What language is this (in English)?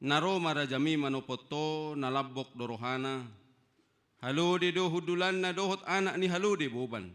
Batak Toba